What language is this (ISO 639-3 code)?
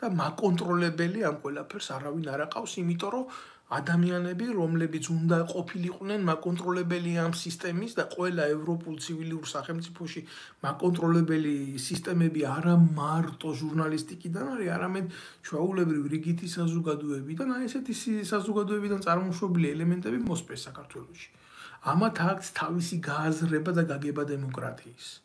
kat